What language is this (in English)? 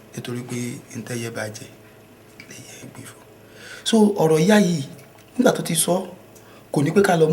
Yoruba